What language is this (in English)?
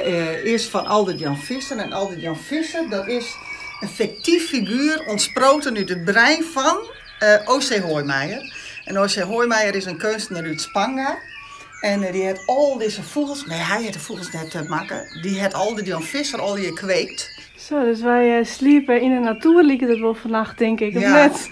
Western Frisian